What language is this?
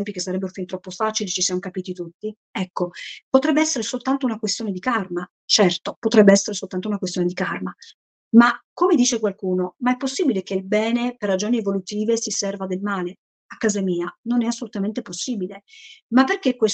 Italian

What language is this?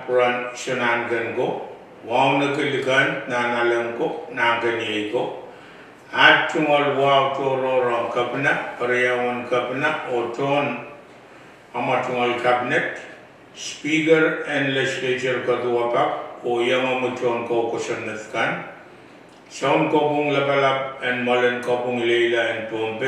Pohnpeian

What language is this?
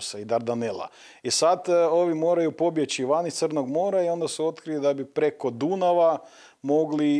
Croatian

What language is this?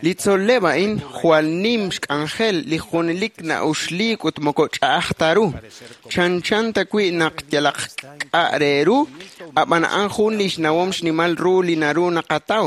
Kekchí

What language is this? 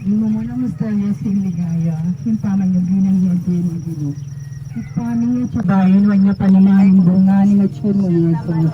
Pampanga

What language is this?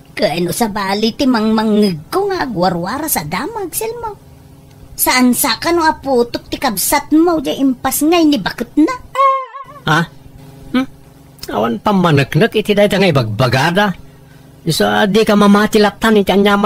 Iloko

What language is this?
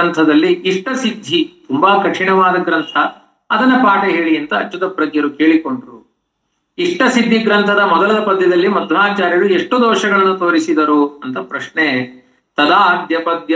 Kannada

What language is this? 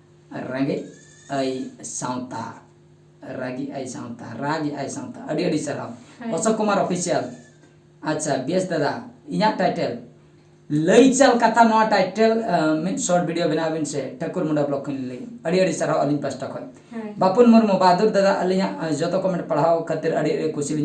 Santali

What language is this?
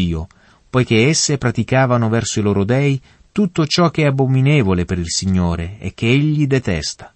Italian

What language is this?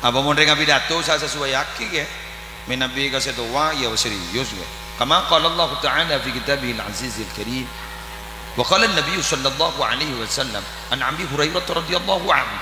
Madurese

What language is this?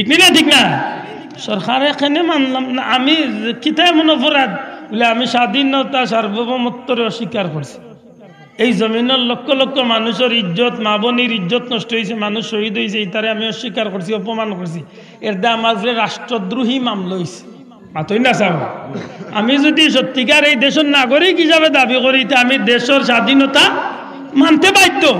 Sylheti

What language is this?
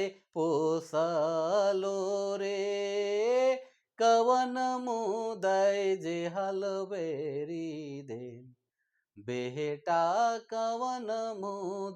Sadri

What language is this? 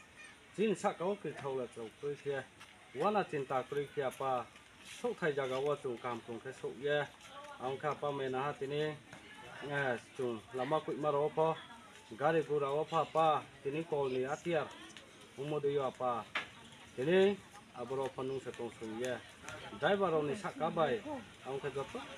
Kok Borok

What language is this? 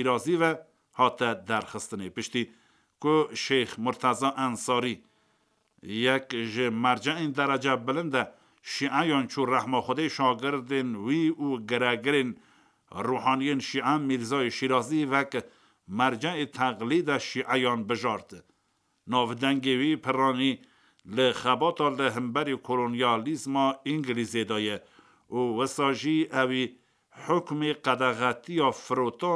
Kurdish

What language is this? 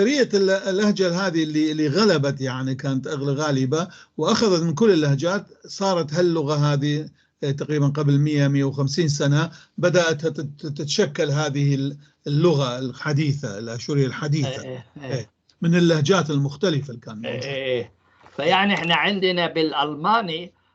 North Levantine Arabic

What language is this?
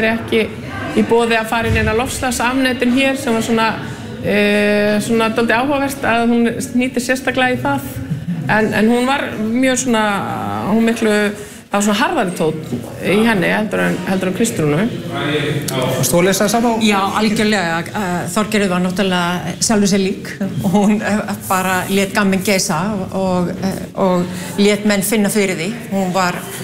Icelandic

